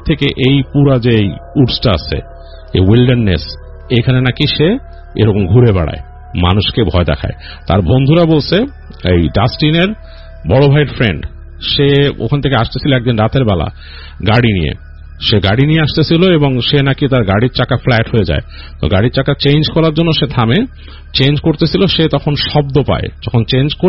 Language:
Bangla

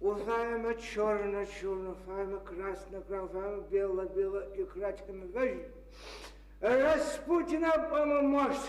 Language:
Adyghe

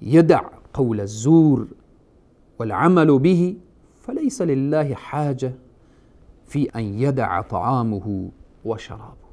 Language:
Persian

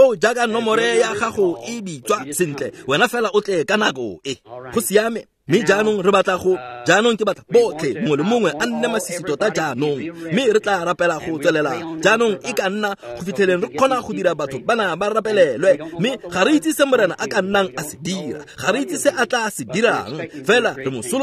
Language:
Tswana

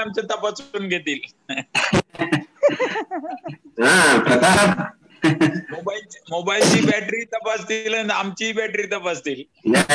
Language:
Marathi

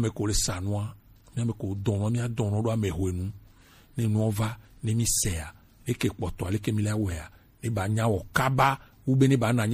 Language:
Gen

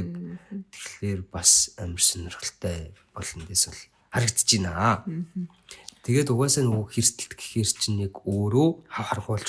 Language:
Mongolian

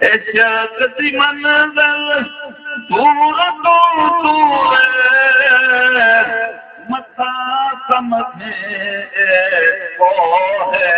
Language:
Saraiki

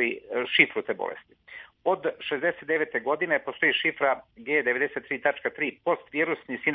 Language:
Serbian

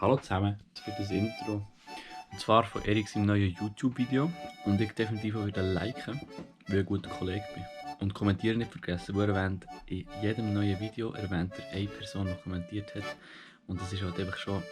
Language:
Swiss German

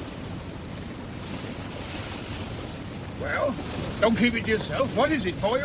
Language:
English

